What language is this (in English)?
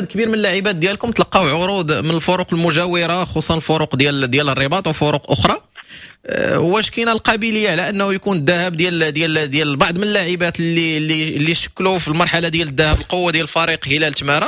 Moroccan Arabic